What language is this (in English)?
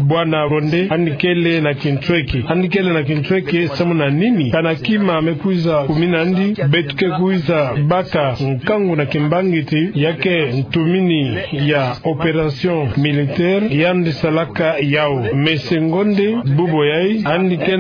Kituba (Democratic Republic of Congo)